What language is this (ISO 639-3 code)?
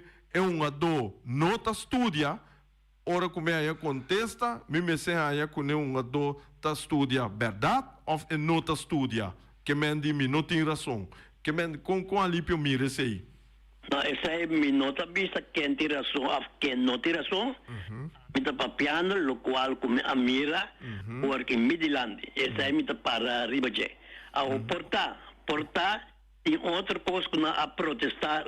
pap